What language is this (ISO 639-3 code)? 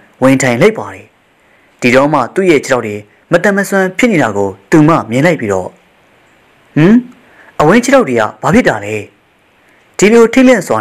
mya